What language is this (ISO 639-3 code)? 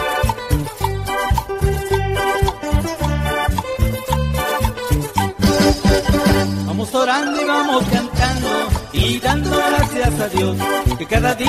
spa